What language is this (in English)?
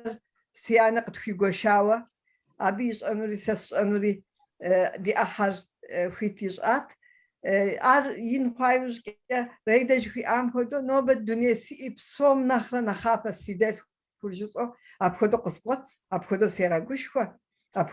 Kabardian